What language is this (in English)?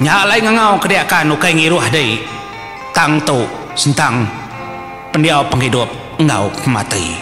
Iban